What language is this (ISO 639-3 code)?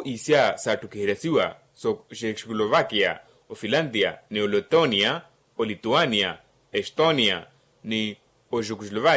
vmw